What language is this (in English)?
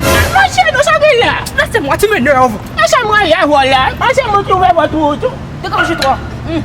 Haitian Creole